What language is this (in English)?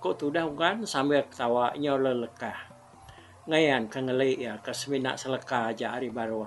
Iban